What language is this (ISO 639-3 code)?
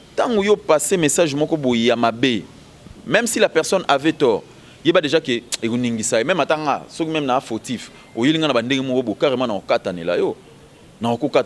lin